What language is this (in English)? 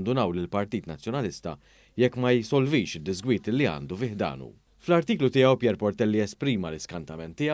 Maltese